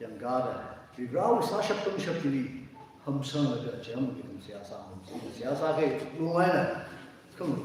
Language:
Tangkhul Naga (India)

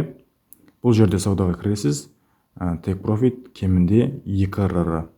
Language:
Kara-Kalpak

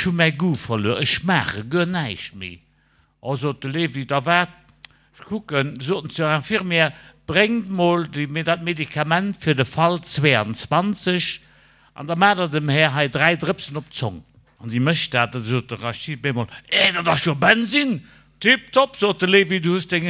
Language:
Luxembourgish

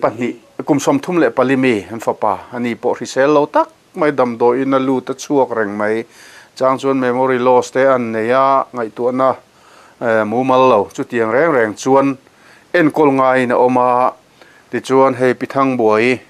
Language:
Mizo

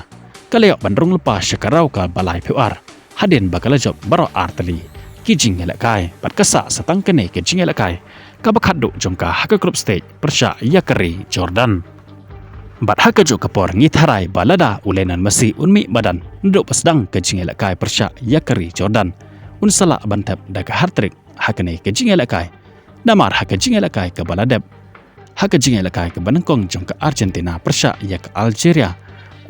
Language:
Khasi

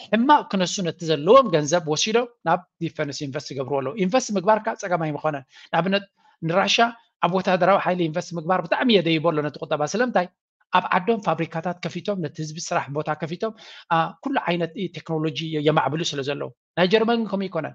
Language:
Tigrinya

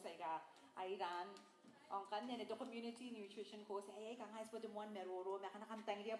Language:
Gilbertese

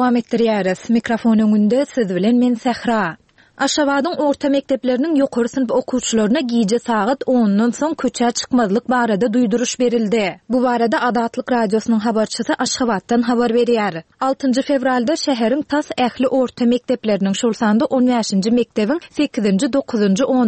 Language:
Turkmen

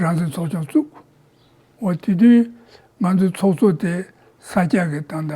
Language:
Tibetan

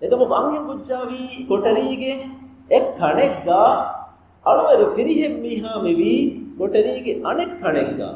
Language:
Divehi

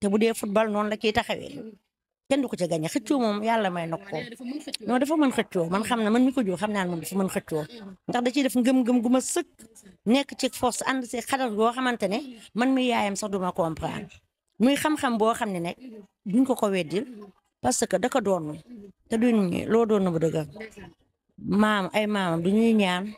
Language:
Wolof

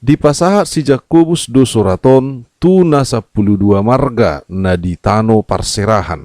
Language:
Batak Toba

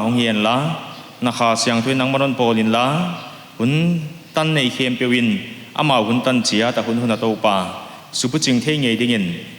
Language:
Paite Chin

